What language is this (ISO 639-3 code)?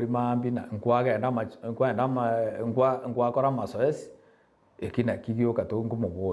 guz